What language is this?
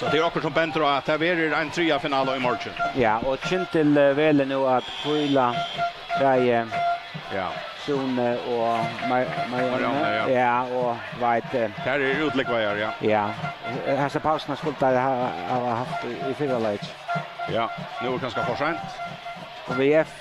Faroese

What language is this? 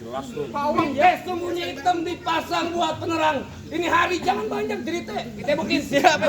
Betawi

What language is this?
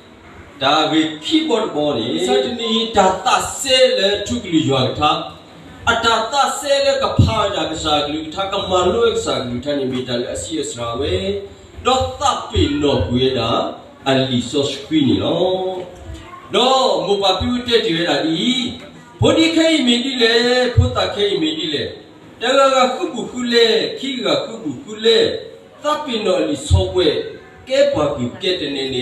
S'gaw Karen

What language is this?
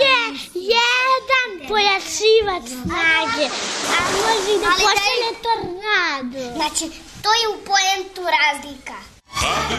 Serbian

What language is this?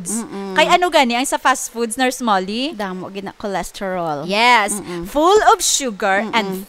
Hiligaynon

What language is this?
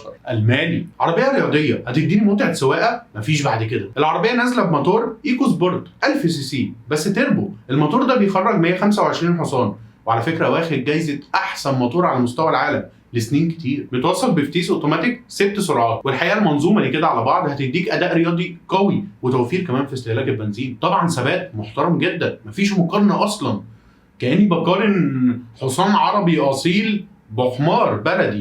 Egyptian Arabic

